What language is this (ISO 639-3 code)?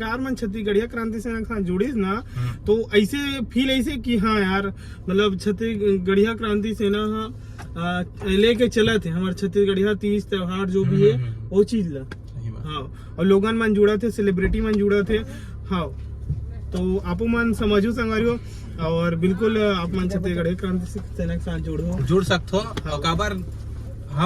hne